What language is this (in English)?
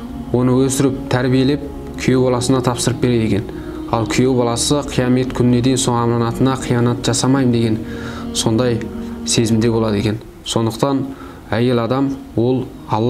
Kazakh